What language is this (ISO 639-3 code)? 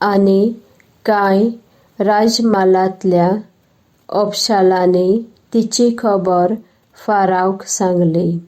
kok